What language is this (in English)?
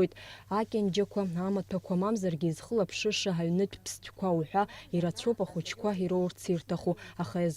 Abkhazian